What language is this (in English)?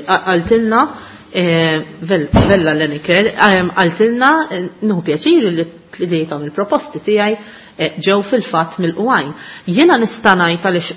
Maltese